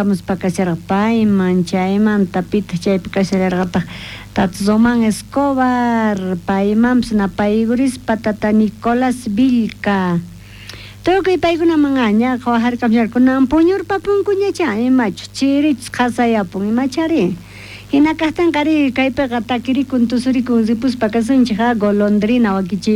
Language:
South Bolivian Quechua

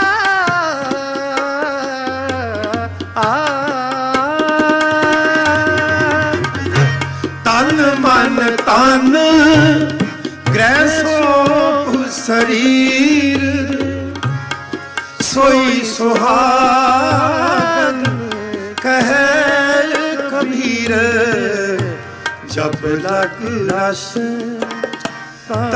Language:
Hindi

